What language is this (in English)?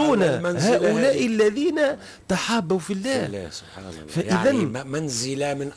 Tunisian Arabic